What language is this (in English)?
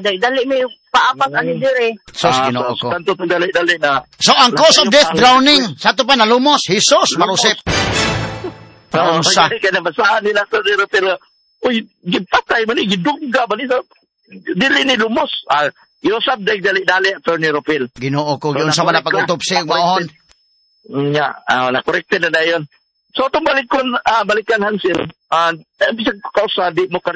Cebuano